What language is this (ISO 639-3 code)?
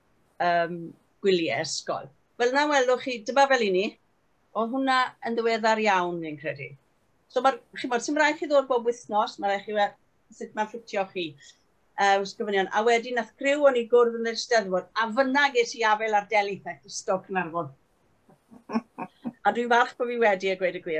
cym